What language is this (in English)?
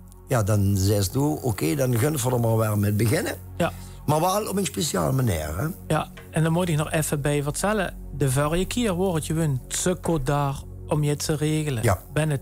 Limburgish